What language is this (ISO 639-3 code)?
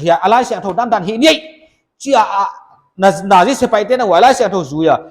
pck